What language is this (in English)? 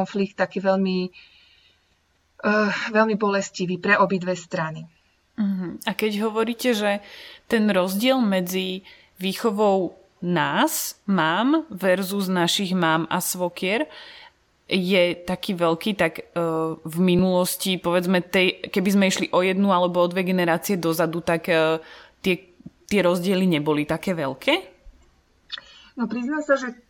Slovak